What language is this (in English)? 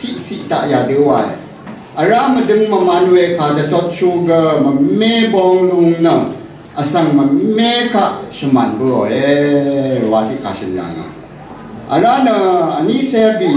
Rawang